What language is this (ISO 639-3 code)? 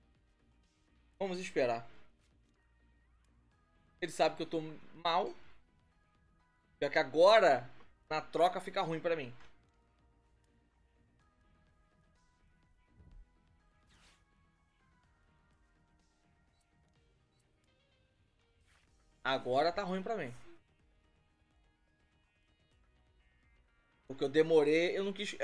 por